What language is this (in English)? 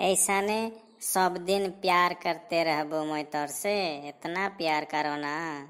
Sadri